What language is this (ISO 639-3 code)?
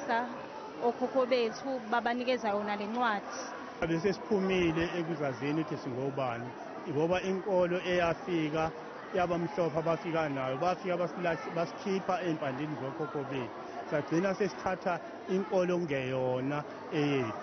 zul